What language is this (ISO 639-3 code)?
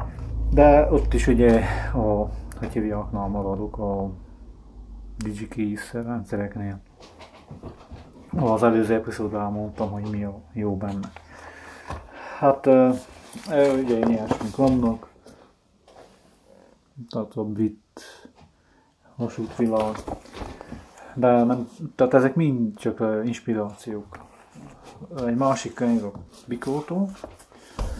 hun